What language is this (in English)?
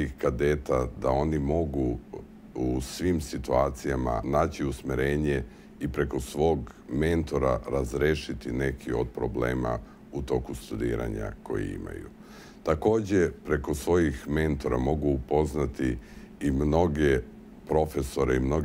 Serbian